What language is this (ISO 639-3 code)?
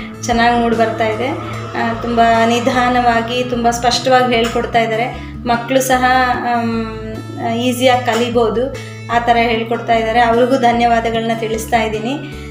kan